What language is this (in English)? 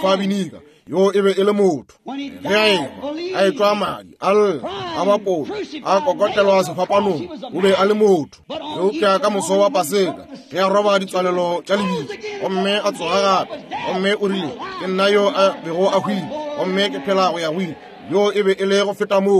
Northern Sotho